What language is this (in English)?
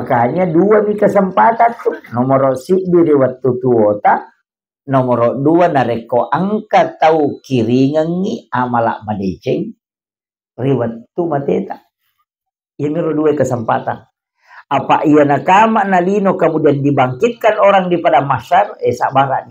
Buginese